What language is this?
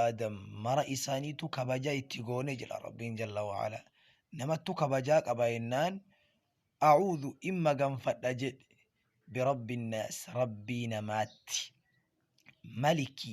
Oromo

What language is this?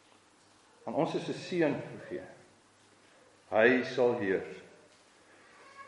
Afrikaans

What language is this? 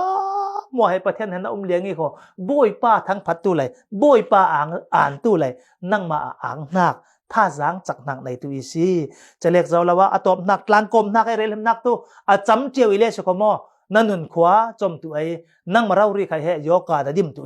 Falam Chin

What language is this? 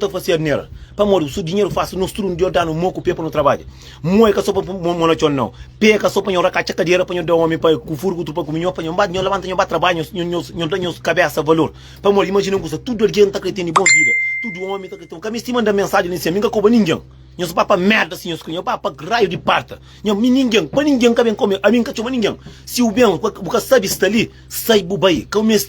Kabuverdianu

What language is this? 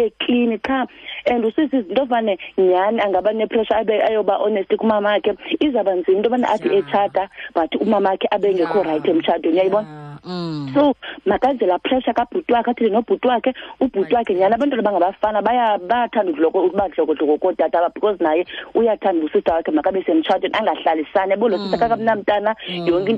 Xhosa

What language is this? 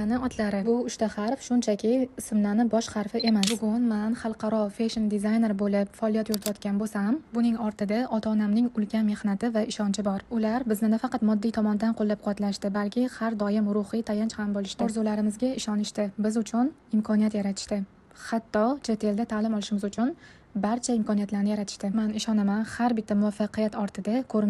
Uzbek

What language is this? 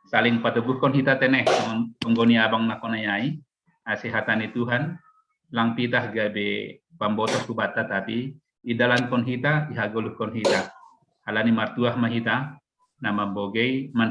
Batak Simalungun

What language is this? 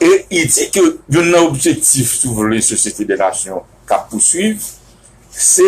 Haitian Creole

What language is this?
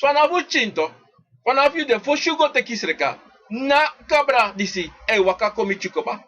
Sranan Tongo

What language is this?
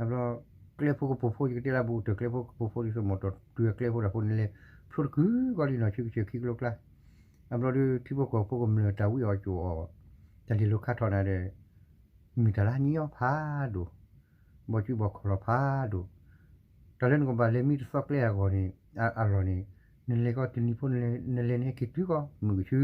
S'gaw Karen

